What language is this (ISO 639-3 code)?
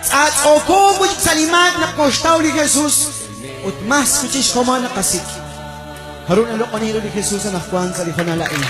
kek